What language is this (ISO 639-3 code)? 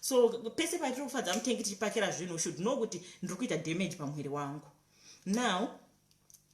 sna